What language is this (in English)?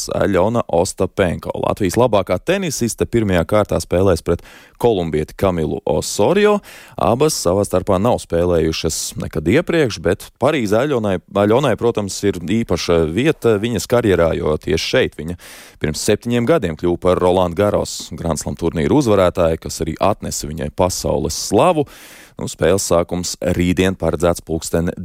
Latvian